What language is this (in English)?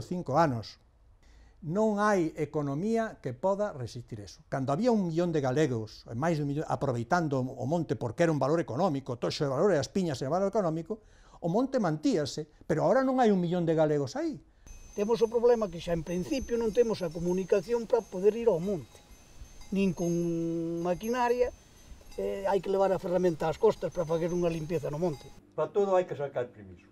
Galician